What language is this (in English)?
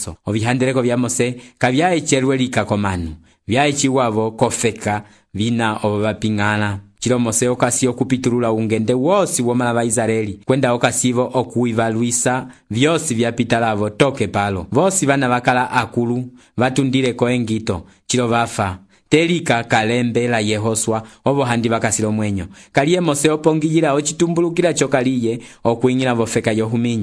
Umbundu